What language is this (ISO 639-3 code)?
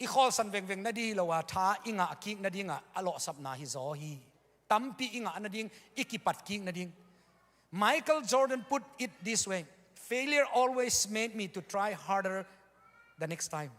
ctd